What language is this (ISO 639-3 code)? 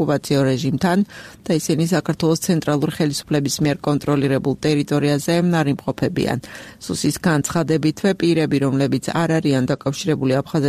kat